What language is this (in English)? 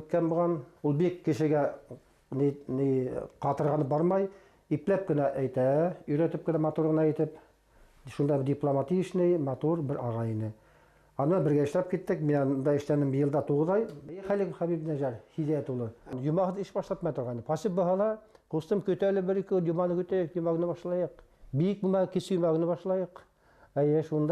Bashkir